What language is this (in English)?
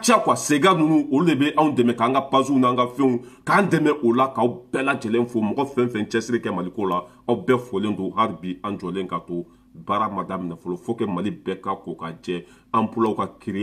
Bambara